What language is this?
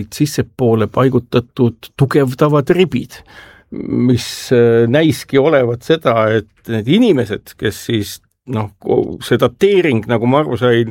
Estonian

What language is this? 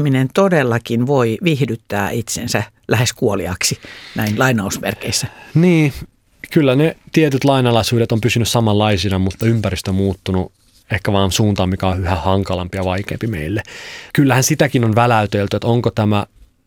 Finnish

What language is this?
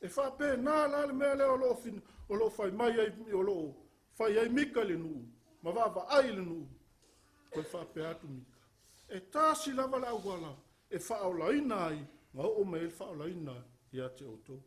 Samoan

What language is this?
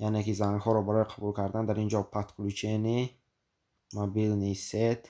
Tajik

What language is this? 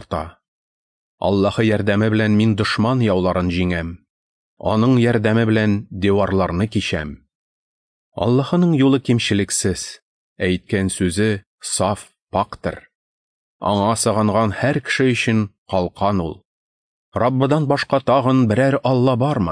Tatar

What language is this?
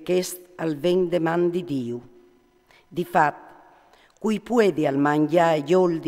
Friulian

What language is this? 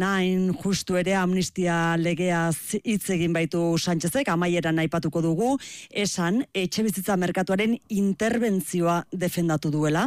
Basque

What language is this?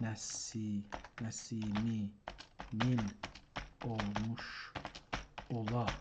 South Azerbaijani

